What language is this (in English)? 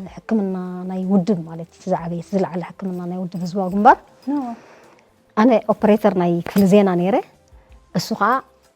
Tigrinya